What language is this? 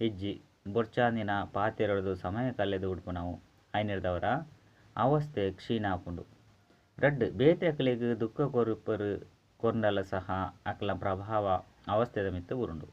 Tulu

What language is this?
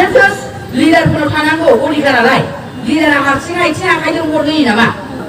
Bodo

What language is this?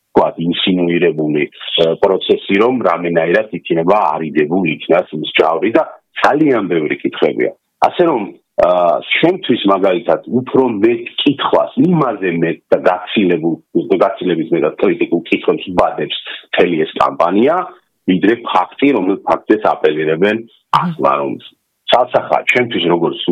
Georgian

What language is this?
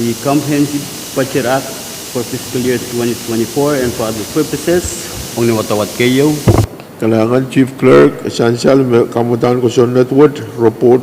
Pohnpeian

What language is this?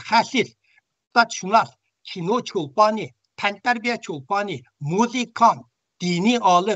Uyghur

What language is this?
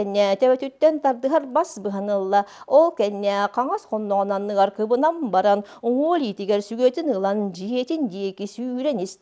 Yakut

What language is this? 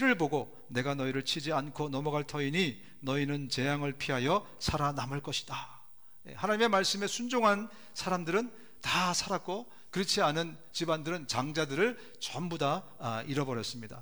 Korean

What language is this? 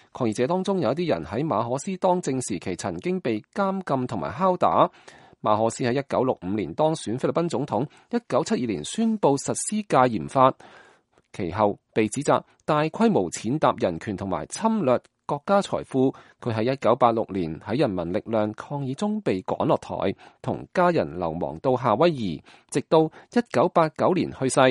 Cantonese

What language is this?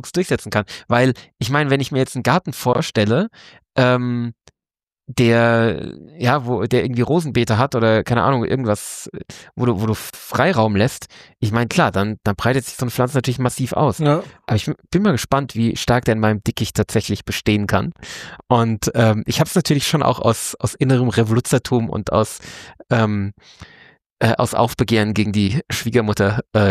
German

